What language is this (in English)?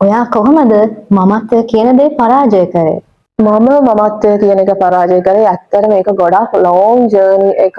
Sinhala